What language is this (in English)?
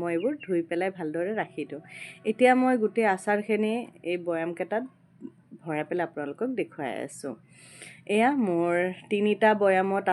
Assamese